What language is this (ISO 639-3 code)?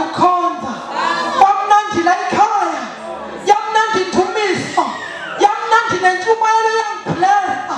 zul